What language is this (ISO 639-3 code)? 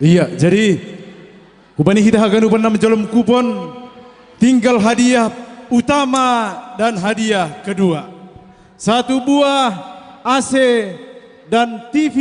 bts